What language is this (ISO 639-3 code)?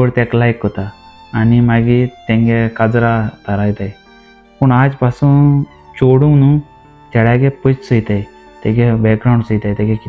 kok